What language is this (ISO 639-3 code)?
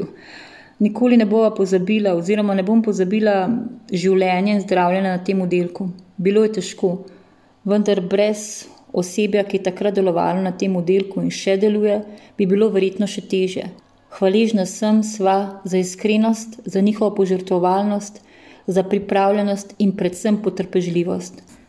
slv